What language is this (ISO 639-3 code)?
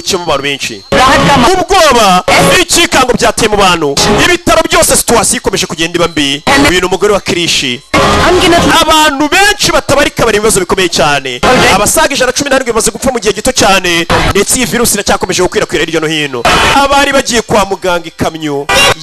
kin